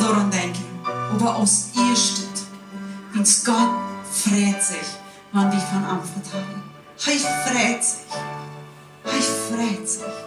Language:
Plautdietsch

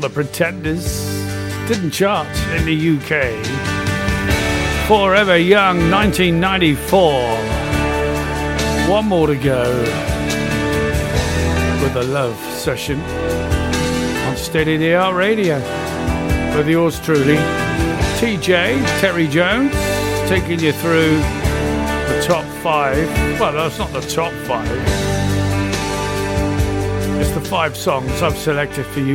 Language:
English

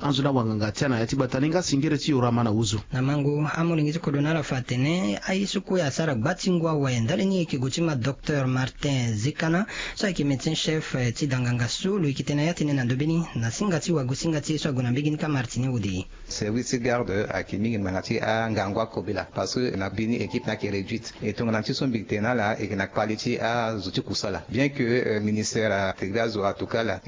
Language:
Sango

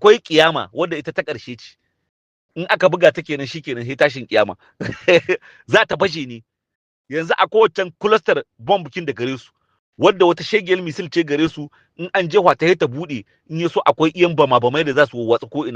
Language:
Hausa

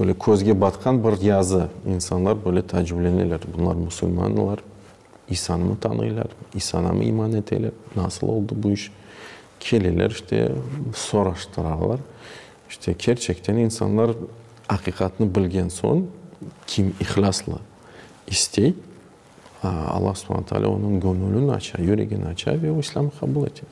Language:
Crimean Tatar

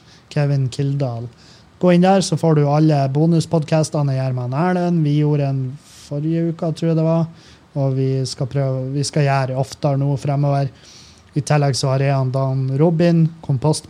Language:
Norwegian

